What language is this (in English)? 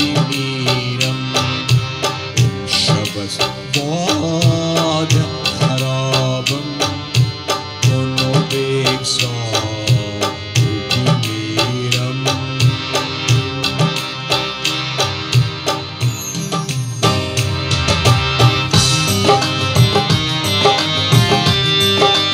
Persian